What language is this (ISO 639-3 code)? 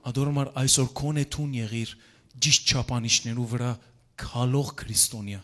hyw